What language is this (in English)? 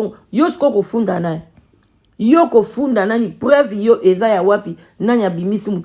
Lingala